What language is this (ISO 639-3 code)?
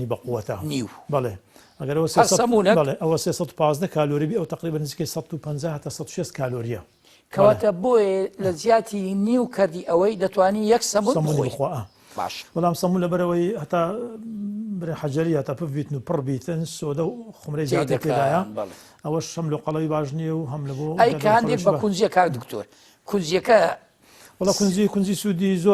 ckb